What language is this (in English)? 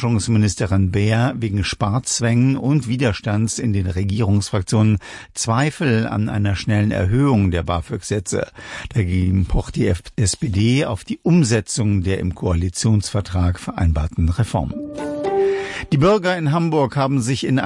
German